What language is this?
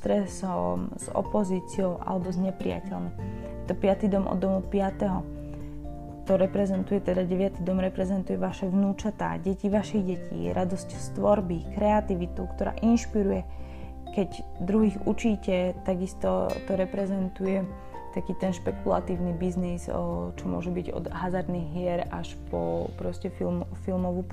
Slovak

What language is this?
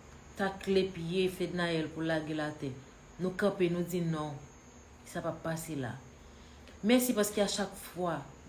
Haitian Creole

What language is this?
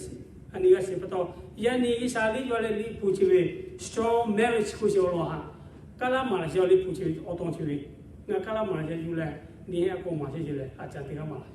Lahu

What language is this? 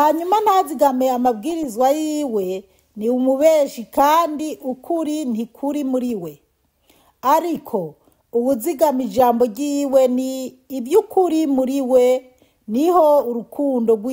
Rundi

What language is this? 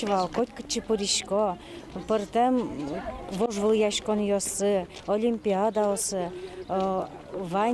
Udmurt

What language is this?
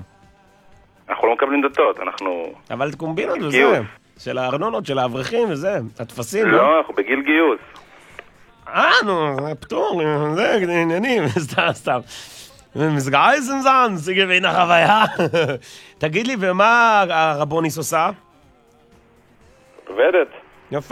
Hebrew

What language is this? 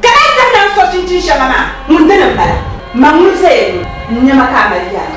Dagbani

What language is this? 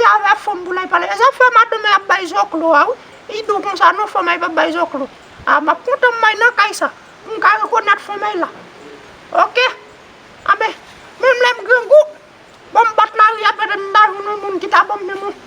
Haitian Creole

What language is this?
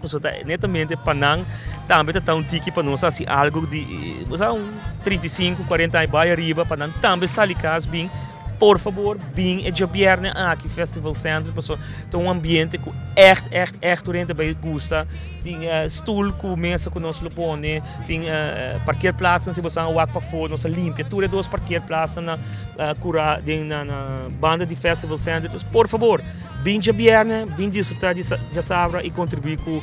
Papiamento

